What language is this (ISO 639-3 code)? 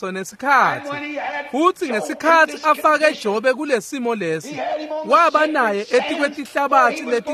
ssw